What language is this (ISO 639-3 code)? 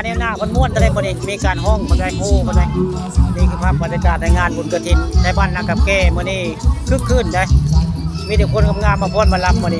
tts